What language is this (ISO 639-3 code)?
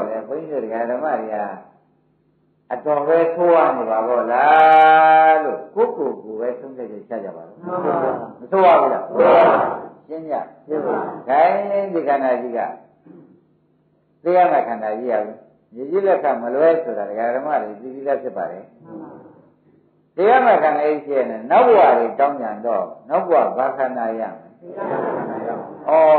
mya